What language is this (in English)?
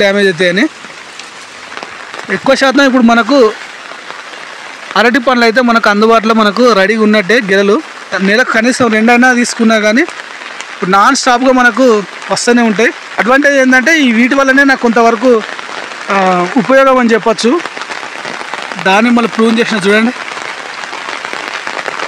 Telugu